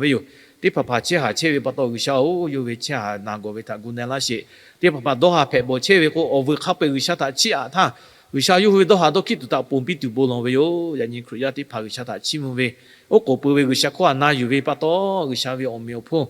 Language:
Lahu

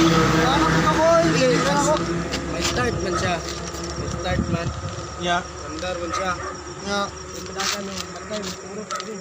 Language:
Cebuano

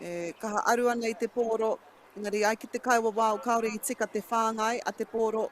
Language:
Māori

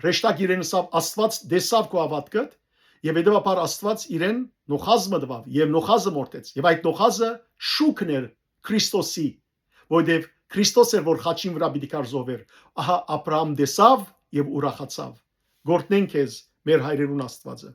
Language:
Western Armenian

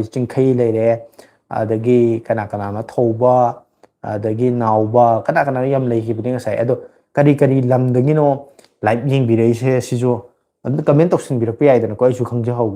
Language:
Manipuri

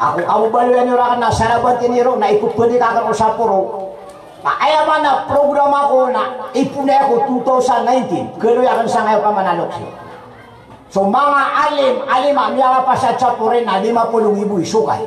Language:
Maranao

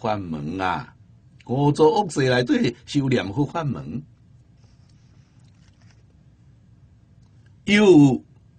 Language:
Min Nan Chinese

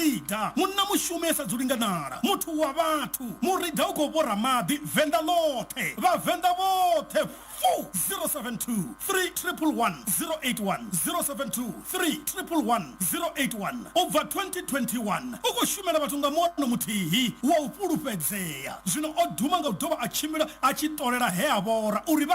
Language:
Venda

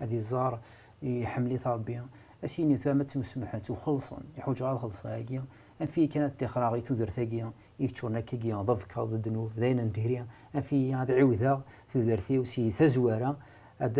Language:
Kabyle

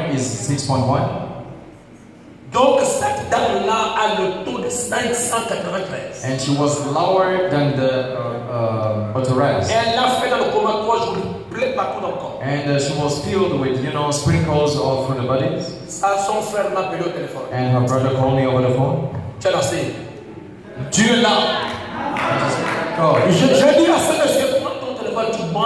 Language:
French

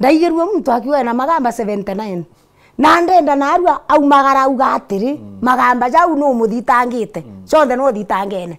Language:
Meru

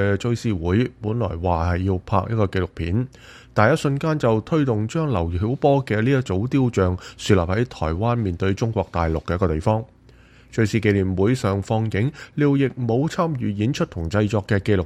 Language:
Cantonese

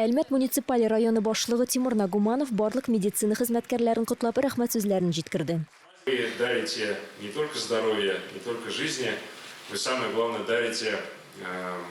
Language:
Tatar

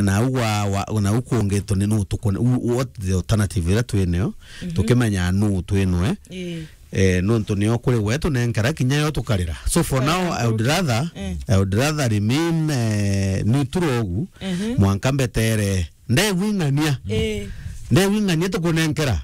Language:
Meru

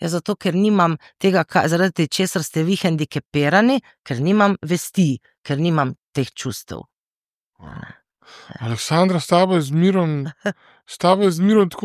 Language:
Slovenian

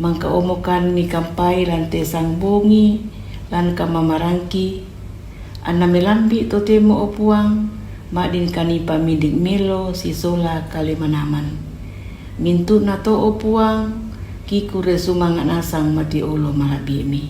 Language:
Toraja-Sa'dan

